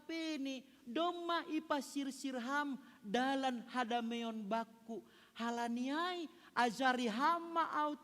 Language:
Batak Simalungun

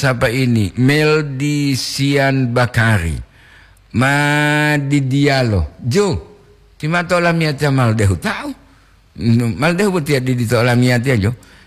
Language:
Gorontalo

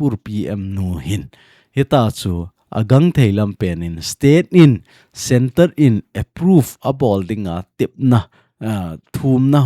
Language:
Thado Chin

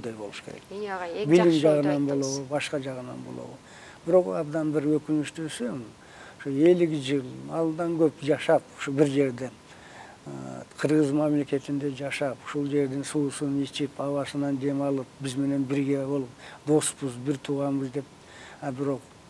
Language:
Kyrgyz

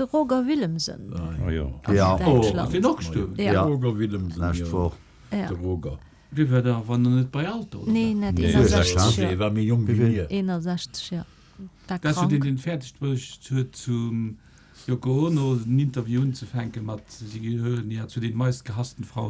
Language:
Luxembourgish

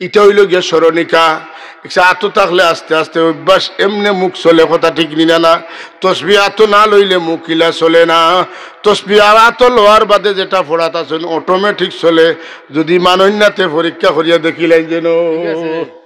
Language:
Sylheti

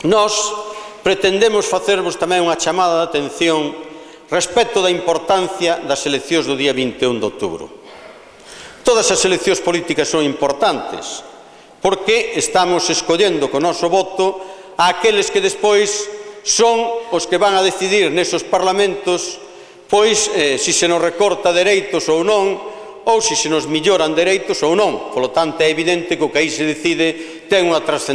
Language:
Galician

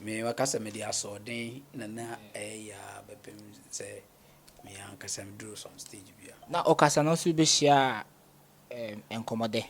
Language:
Akan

